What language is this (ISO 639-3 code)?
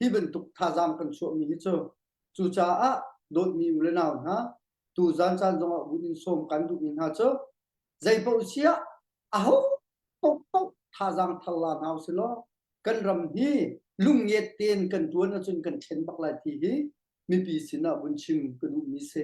cnh